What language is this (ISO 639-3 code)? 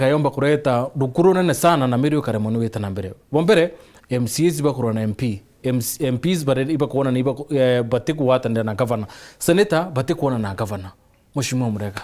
mer